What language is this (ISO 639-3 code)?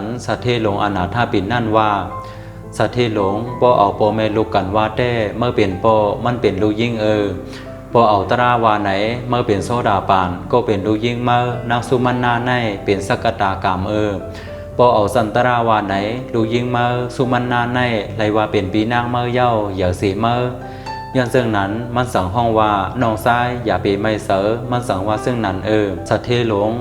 shn